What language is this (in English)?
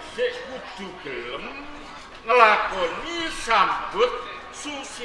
Javanese